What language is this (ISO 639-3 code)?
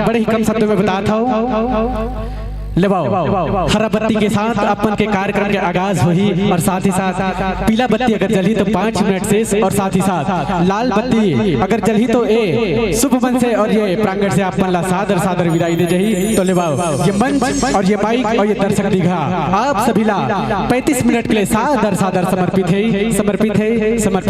hne